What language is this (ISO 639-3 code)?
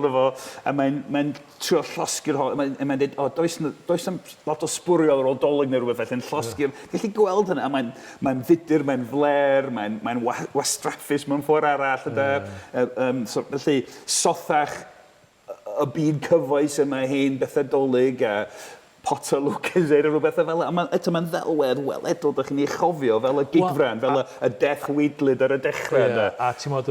cym